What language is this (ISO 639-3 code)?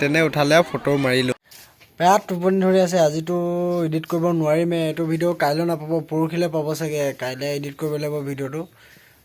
asm